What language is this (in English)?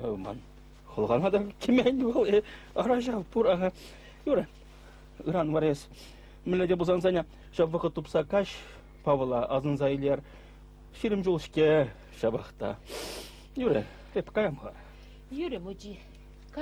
Chuvash